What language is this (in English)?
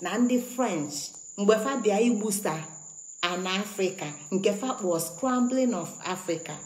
Igbo